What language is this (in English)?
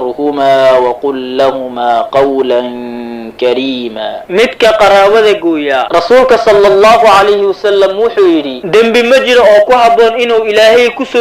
Somali